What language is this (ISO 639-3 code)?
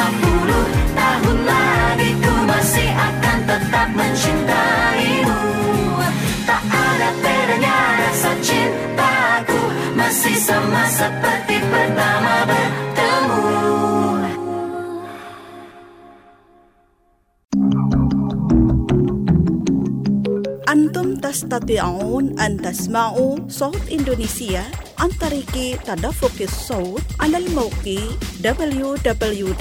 ind